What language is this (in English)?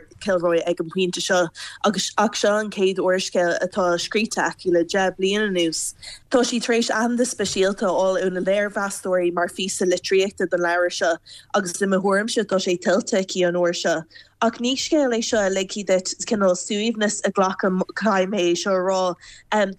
Irish